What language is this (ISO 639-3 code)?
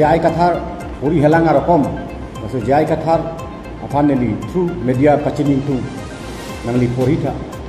mjw